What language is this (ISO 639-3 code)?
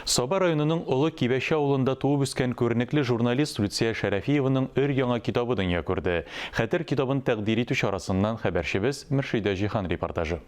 tat